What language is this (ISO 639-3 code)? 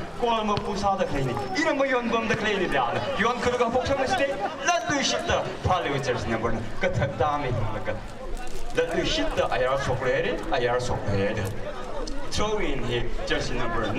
nmf